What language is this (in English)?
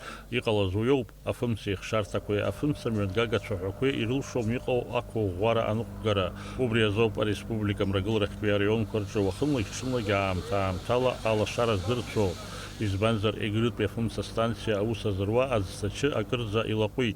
Abkhazian